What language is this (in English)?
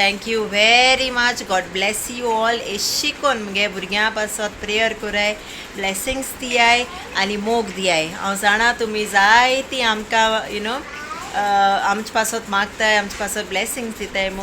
Konkani